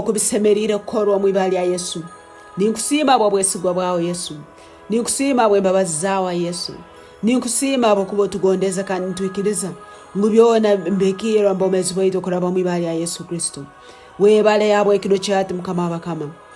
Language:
Tooro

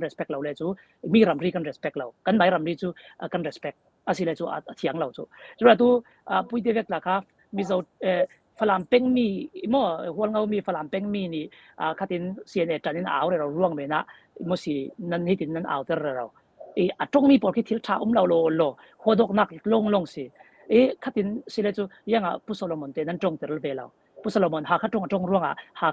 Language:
Falam Chin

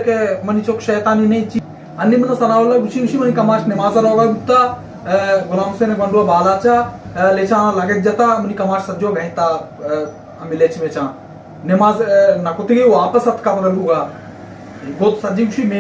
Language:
Baluchi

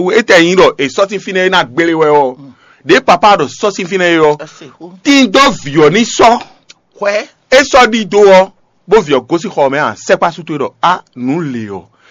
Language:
Fon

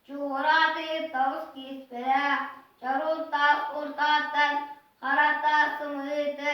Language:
Yakut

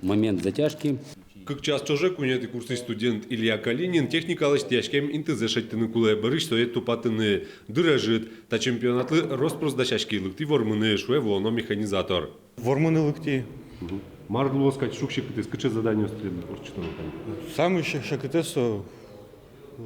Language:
Udmurt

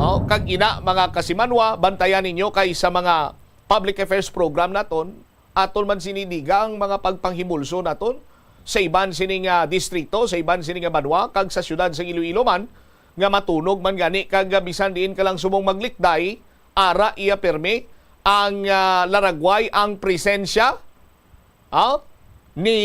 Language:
Hiligaynon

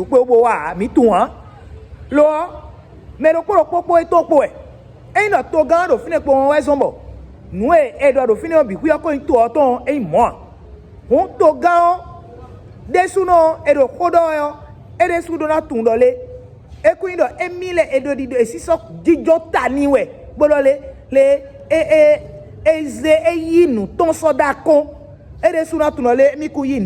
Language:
Fon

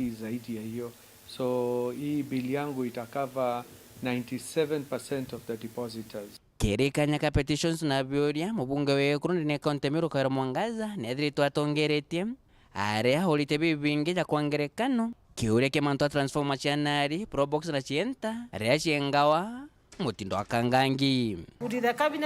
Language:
Meru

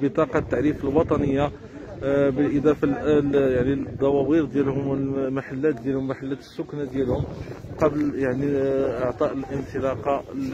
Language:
Moroccan Arabic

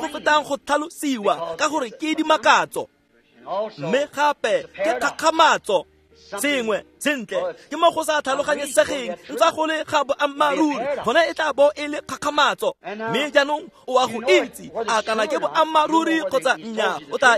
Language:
Tswana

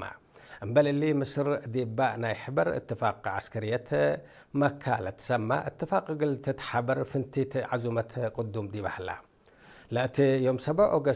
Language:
Tigre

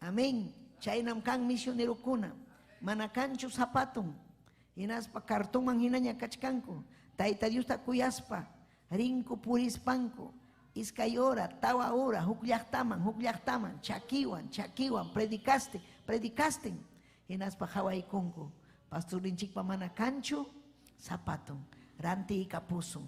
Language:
Ayacucho Quechua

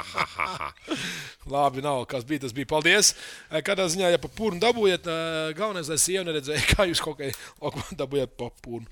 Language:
Latvian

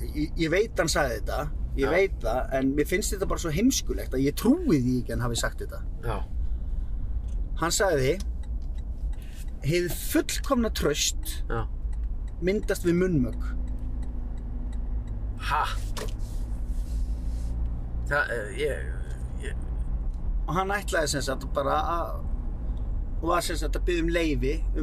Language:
Icelandic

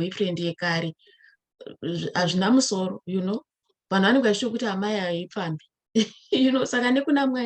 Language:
Shona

